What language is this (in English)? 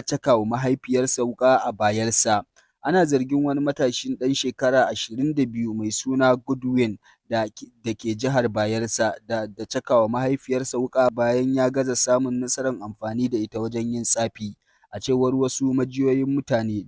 Hausa